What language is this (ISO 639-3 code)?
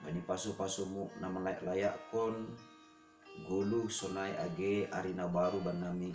bts